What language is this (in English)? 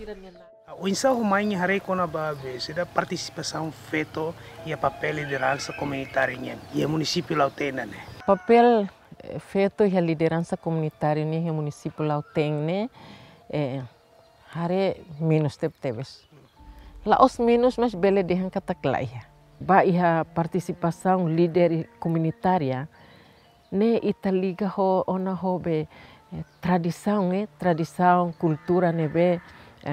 Tetum